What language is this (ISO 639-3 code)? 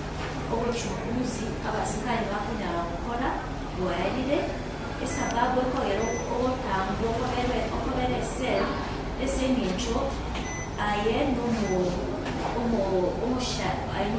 guz